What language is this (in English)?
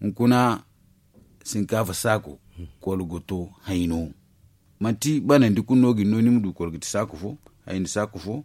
Zarma